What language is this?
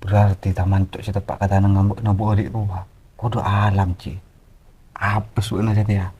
Madurese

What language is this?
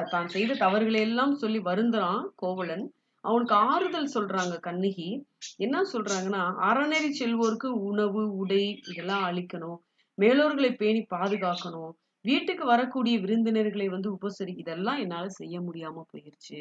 Tamil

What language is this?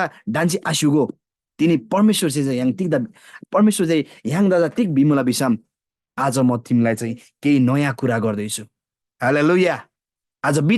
Eastern Tamang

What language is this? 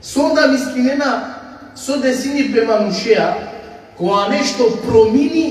Balkan Romani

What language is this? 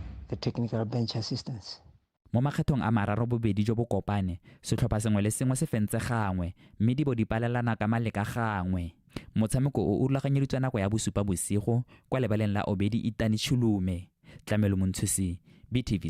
Tswana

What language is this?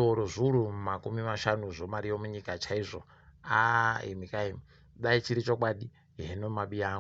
Ndau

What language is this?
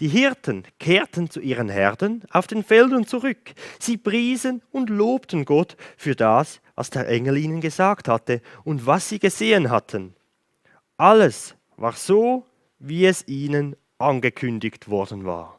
Swiss German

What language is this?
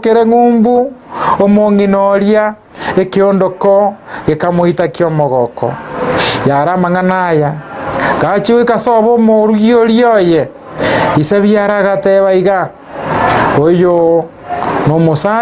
Gusii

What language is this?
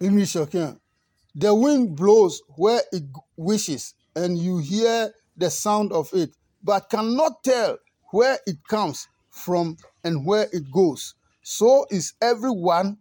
Adangme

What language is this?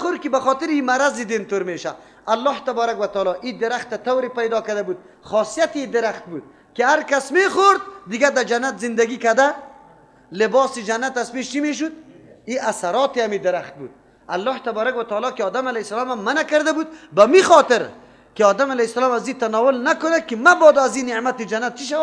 Persian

